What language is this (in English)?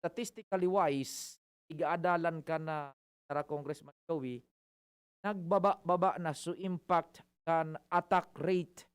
Bikol